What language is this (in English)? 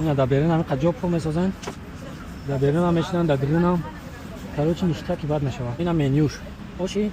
Tajik